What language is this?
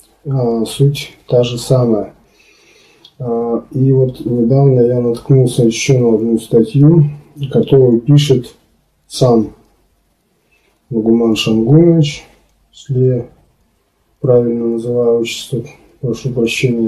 Russian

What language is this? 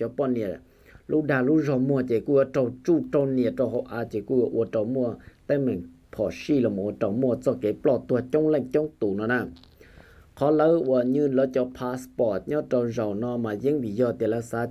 Hmong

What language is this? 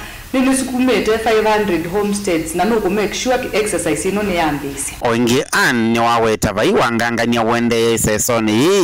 Kamba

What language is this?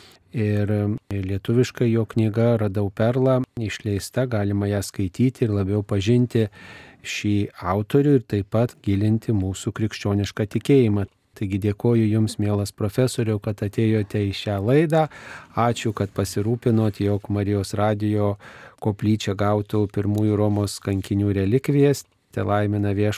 Lithuanian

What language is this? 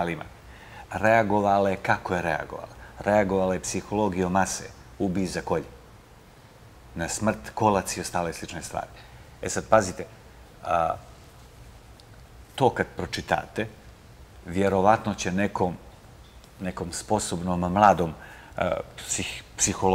Bosnian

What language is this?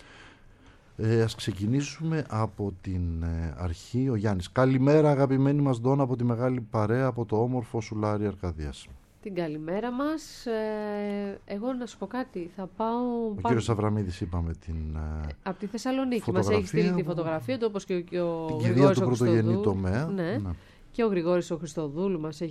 Greek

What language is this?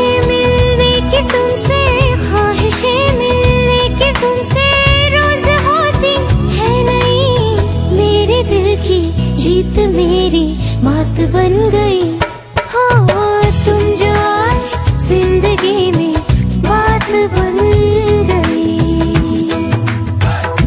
Hindi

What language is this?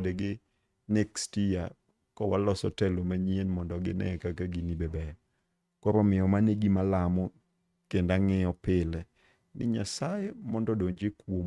Luo (Kenya and Tanzania)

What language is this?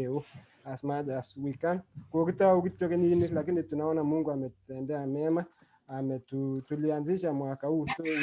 Kalenjin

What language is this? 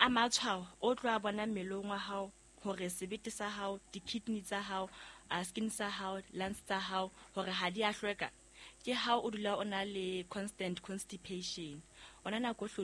Southern Sotho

